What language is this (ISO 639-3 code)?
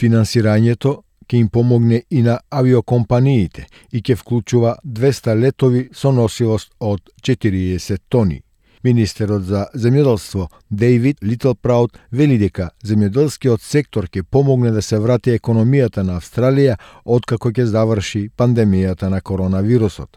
mkd